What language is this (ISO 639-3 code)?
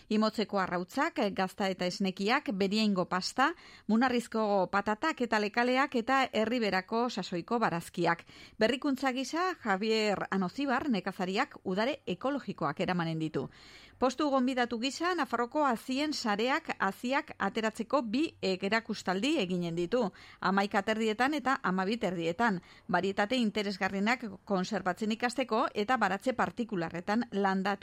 eus